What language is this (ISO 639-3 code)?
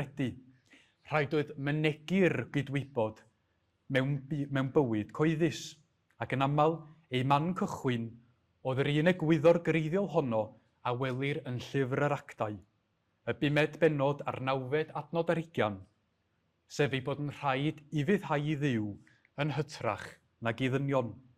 cym